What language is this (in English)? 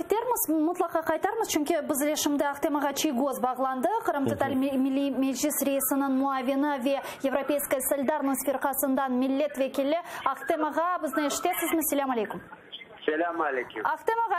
Crimean Tatar